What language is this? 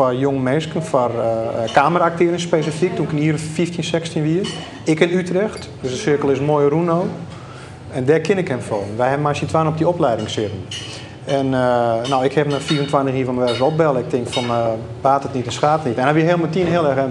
Western Frisian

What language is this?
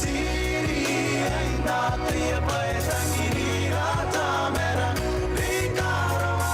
Gilbertese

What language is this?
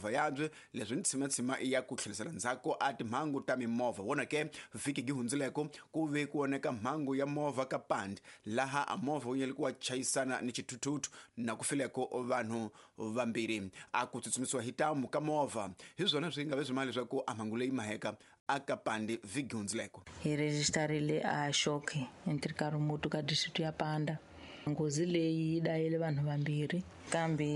Tsonga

